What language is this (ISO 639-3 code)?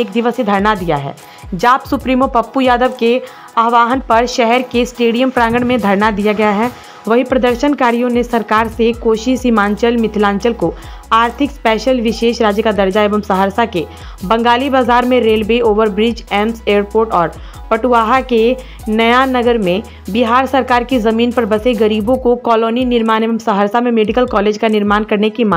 hin